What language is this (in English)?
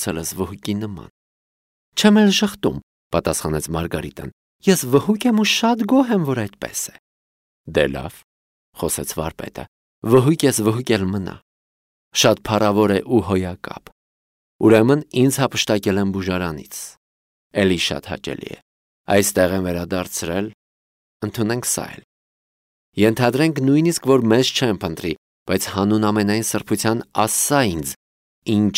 Armenian